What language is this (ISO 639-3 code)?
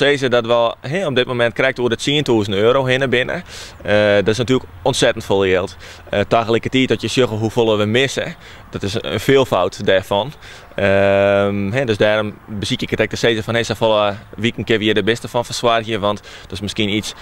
fry